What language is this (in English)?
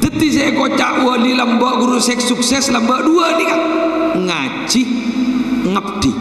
Madurese